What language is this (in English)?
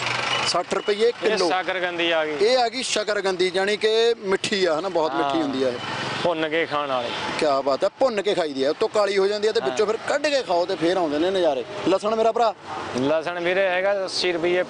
Punjabi